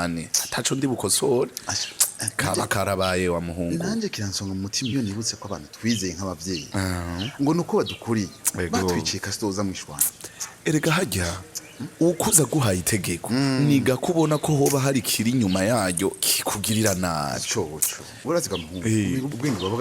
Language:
Rundi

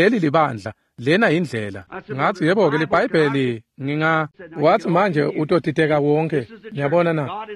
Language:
Swati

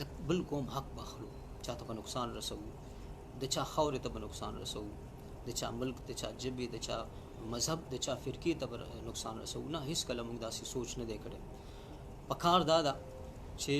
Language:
Pashto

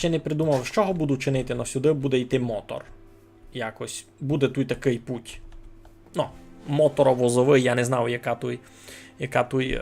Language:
Rusyn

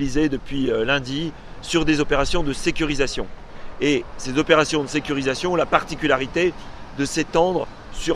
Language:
French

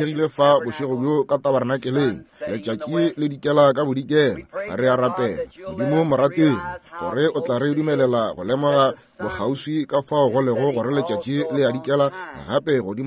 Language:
Northern Sotho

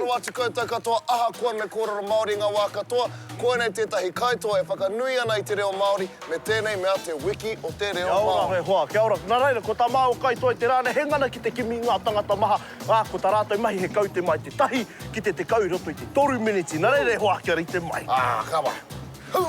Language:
Māori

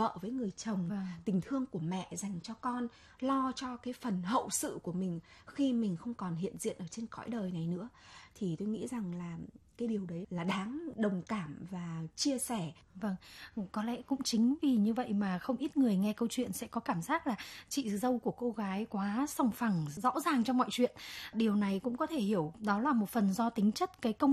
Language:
Vietnamese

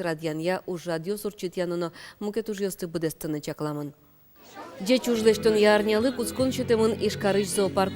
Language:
Udmurt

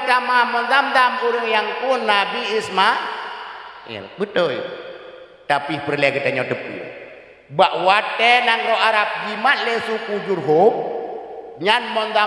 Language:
Achinese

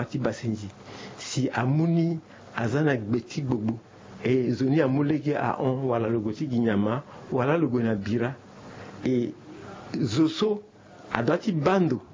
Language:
Sango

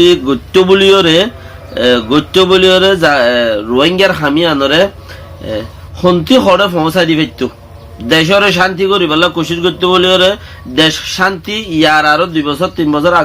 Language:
Rohingya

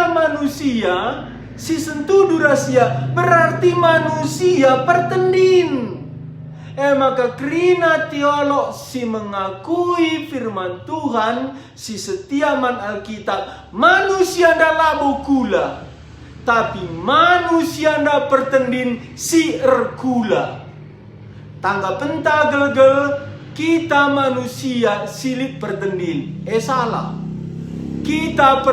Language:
Batak Karo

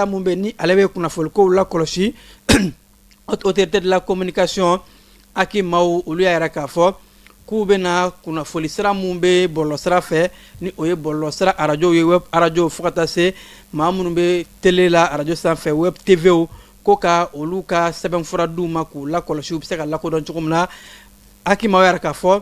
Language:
Bambara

